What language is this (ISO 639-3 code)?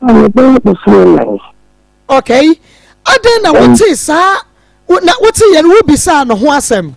aka